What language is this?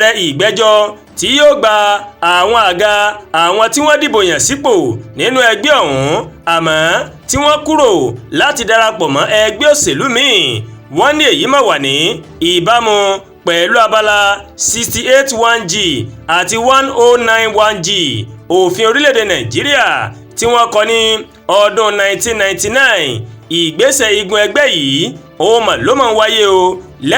Yoruba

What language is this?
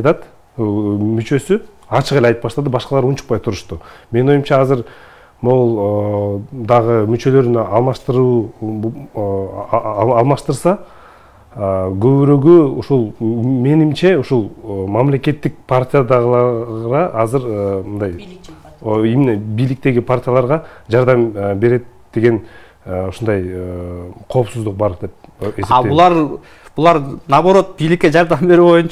Kyrgyz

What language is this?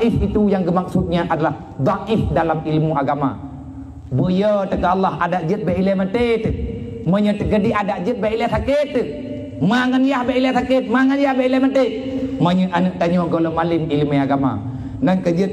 Achinese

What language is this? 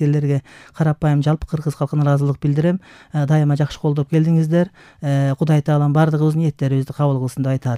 Kyrgyz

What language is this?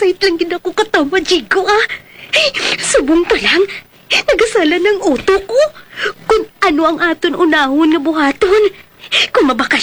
Hiligaynon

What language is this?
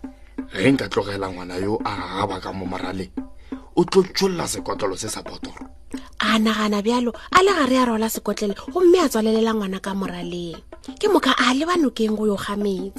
Northern Sotho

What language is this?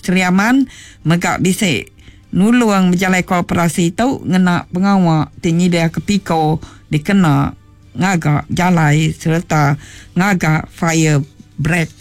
Iban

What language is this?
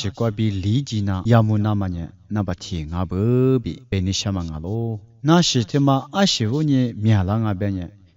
Lisu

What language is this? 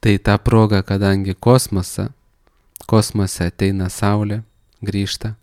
Lithuanian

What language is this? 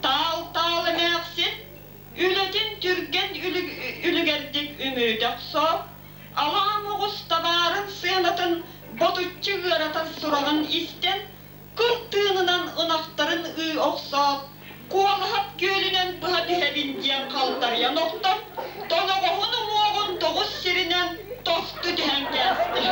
Yakut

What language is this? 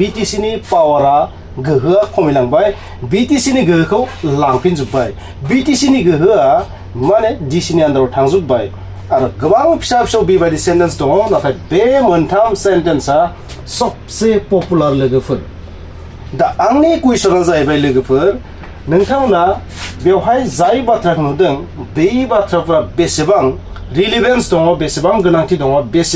Bodo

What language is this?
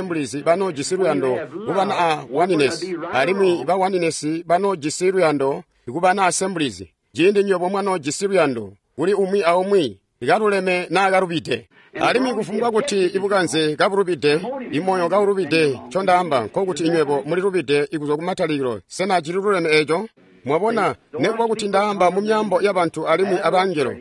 Tonga (Zambia)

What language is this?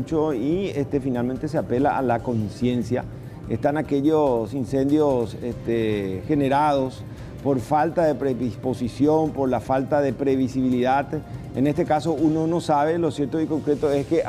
Spanish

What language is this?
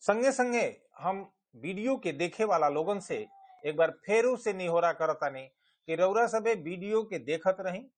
Bhojpuri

